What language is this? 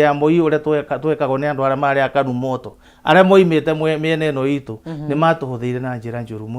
Kikuyu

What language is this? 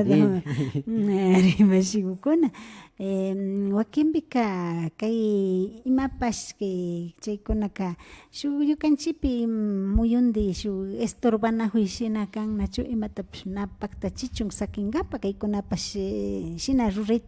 Imbabura Highland Quichua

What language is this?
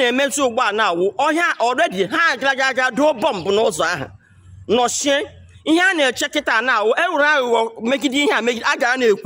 Igbo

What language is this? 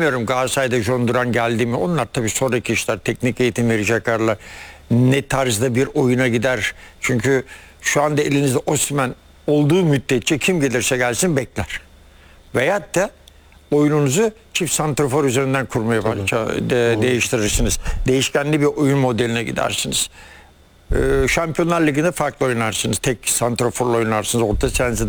Turkish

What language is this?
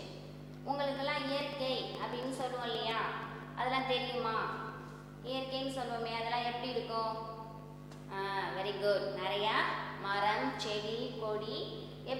Tamil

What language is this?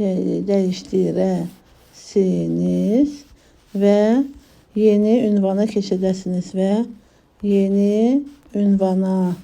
Azerbaijani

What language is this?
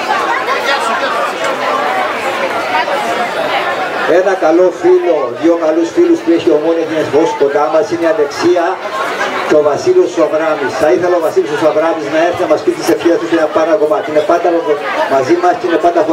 Greek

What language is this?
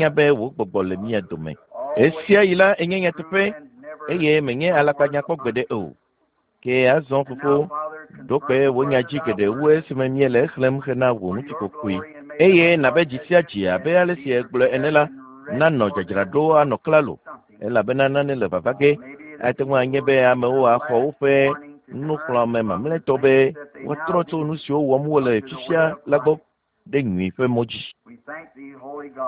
Ewe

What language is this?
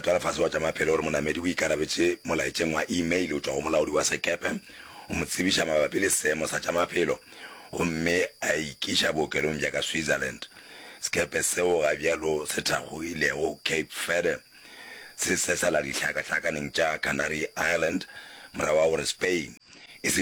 Northern Sotho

